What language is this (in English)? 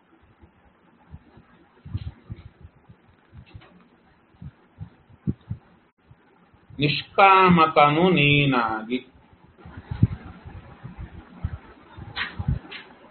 Kannada